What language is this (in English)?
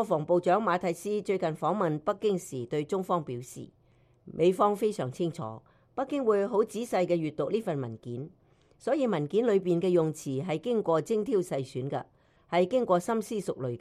Cantonese